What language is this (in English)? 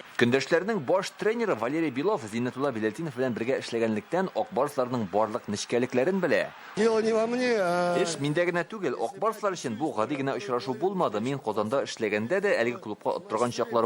Tatar